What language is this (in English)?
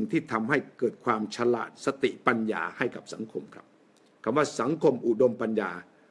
Thai